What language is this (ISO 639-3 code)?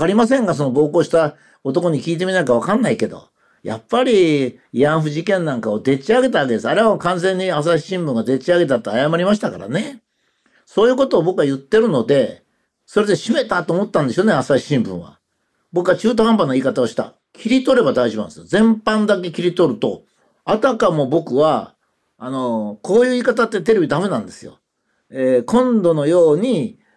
jpn